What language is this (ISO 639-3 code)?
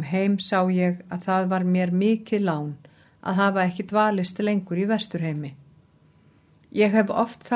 isl